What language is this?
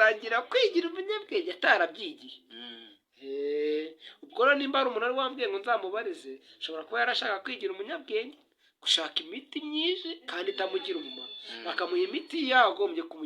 Kinyarwanda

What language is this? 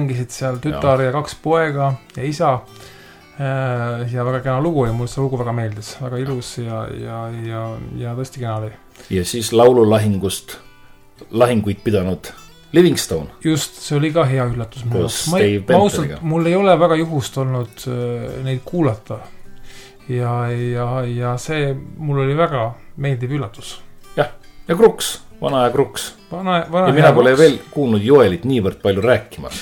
Estonian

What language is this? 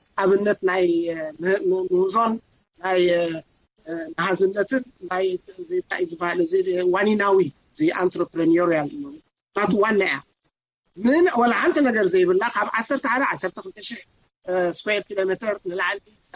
Tigrinya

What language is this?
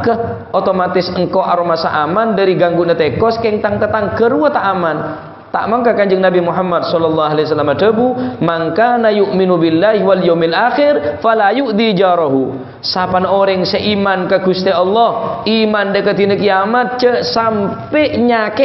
Madurese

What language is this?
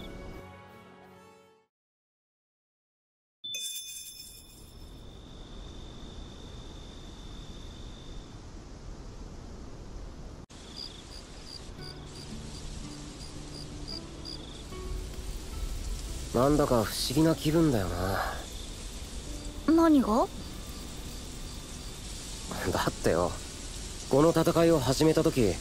Japanese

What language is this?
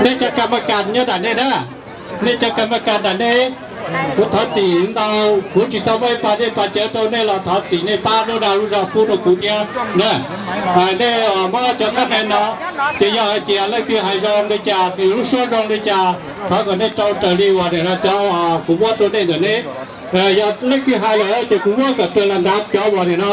Hmong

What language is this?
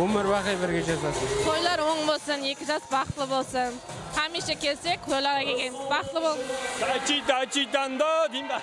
Kara-Kalpak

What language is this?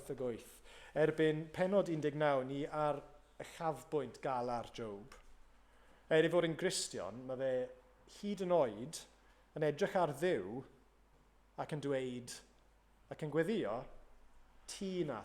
Welsh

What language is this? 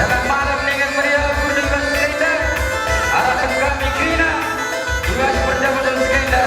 Batak Karo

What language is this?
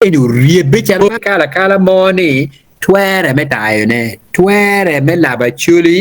Acoli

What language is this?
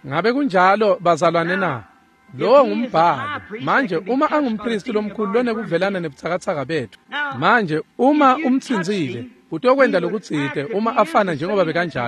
Swati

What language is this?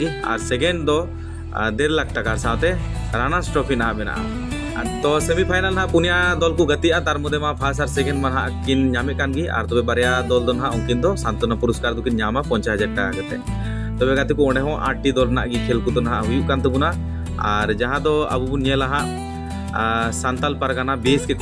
Santali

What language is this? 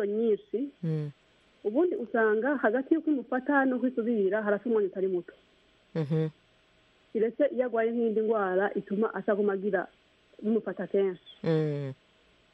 Kinyarwanda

